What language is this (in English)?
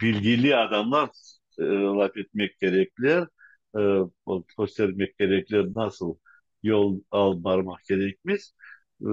Crimean Tatar